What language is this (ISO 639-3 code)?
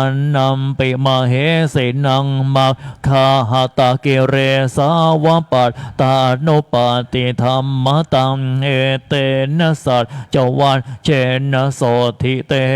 pli